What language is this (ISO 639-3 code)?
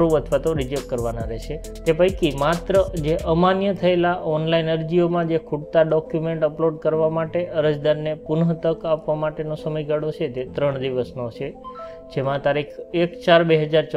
guj